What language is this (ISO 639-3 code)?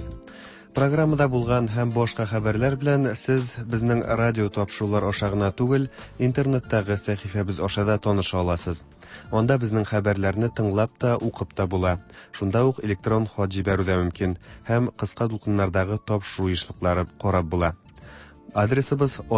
tat